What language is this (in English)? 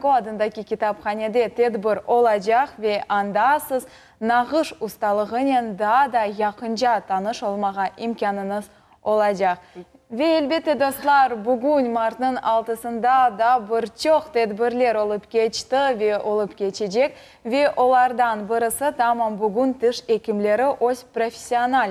Crimean Tatar